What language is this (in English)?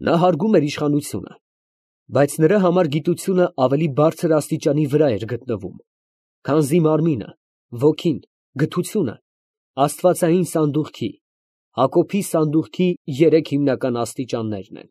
Armenian